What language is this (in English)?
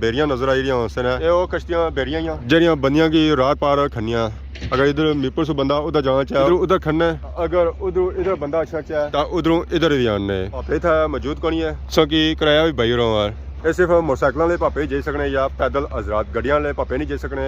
Pahari-Potwari